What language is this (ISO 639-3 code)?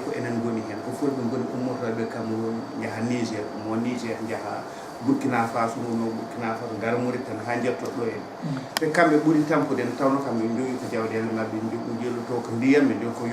ful